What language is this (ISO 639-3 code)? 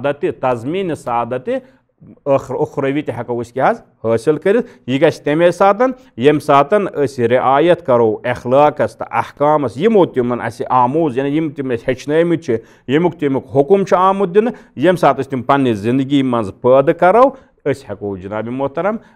kas